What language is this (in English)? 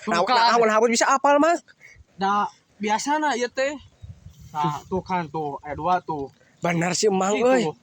Sundanese